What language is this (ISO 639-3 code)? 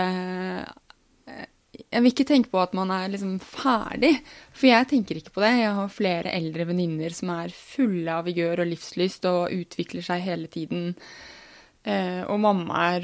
nor